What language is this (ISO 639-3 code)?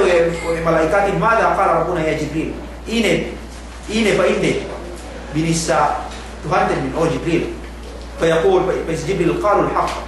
yka